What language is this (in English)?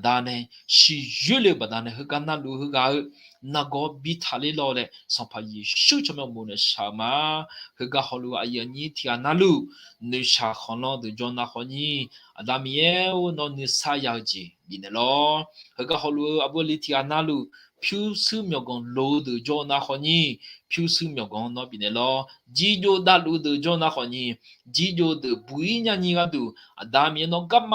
Akha